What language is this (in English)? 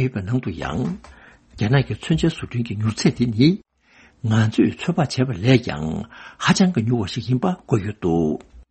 Tibetan